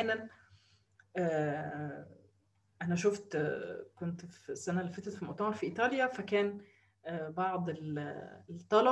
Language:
Egyptian Arabic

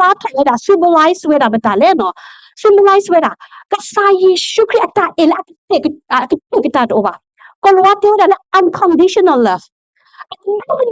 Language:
S'gaw Karen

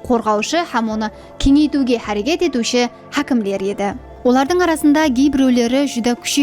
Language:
Kara-Kalpak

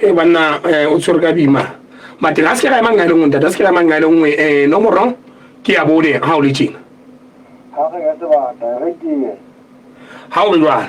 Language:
Southern Sotho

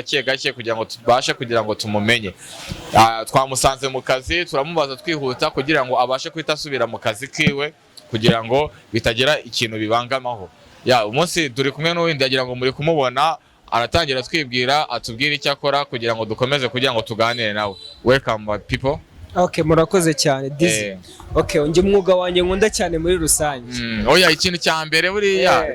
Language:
Kinyarwanda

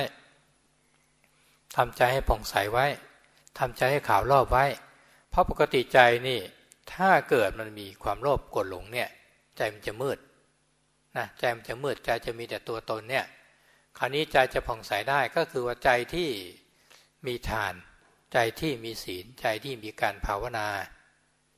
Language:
Thai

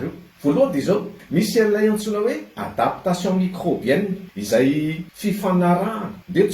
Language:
Malagasy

